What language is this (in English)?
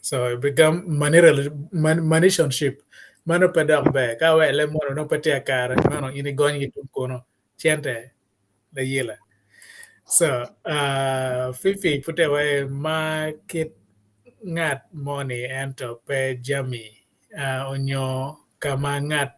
Acoli